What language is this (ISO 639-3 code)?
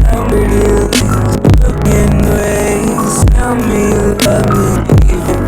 tir